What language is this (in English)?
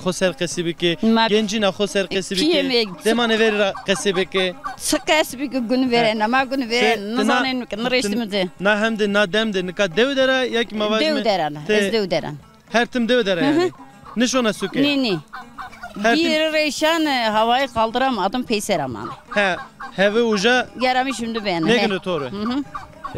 Zaza